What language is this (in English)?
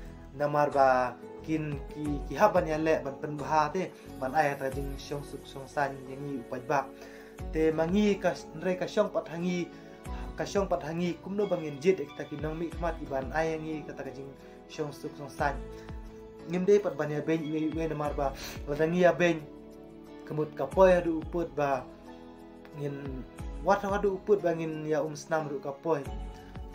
Khasi